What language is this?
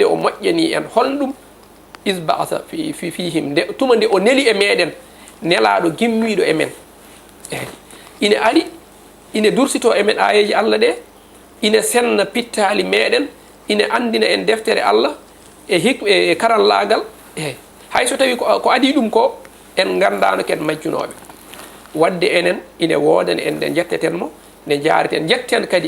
Fula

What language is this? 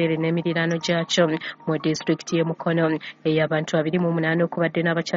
Ganda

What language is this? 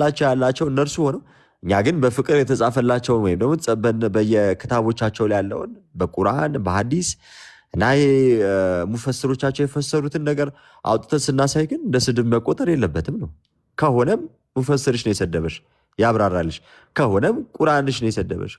Amharic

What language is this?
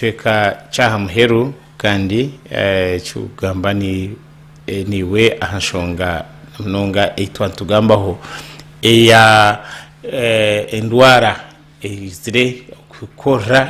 Nyankole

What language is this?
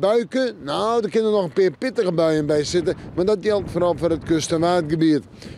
Western Frisian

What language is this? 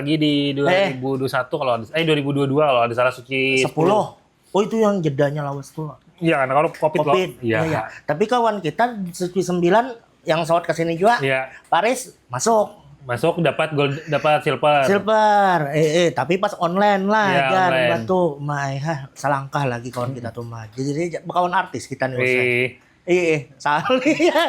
Banjar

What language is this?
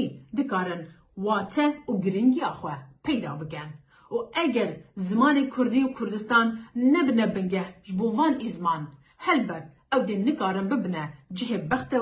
Kurdish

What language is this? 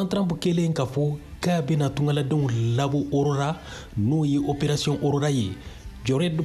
Bambara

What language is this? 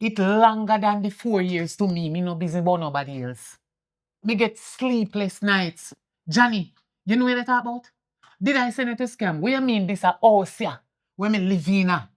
Jamaican Creole English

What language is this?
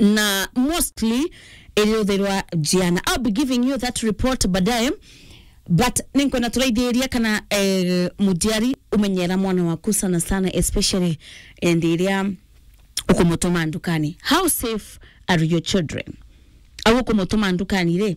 Meru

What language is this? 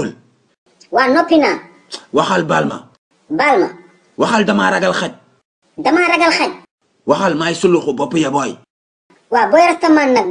Wolof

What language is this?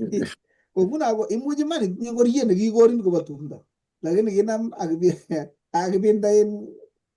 Kalenjin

